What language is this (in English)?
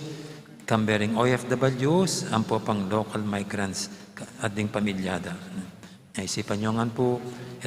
Pampanga